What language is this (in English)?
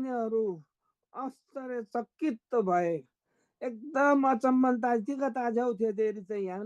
Eastern Tamang